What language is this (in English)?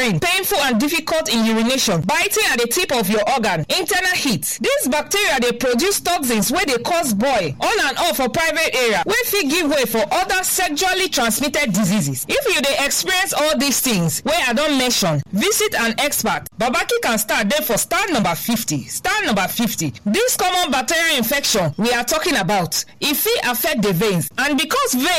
Nigerian Pidgin